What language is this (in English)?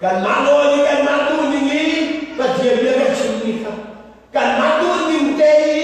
Hakha Chin